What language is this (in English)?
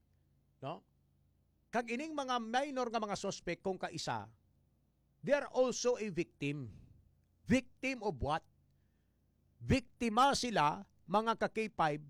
Hiligaynon